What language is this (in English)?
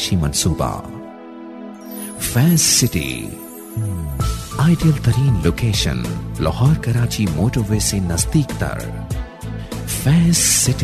Urdu